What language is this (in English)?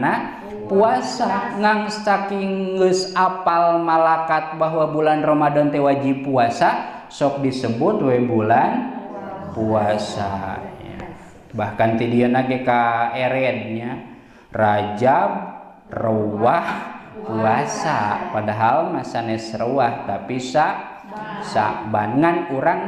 Sundanese